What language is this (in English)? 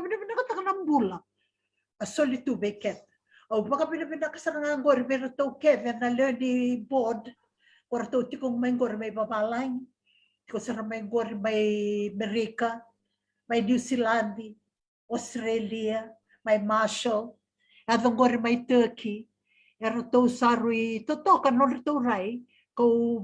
Fijian